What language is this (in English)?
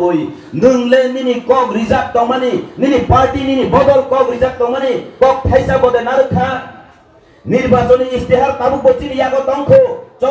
Kok Borok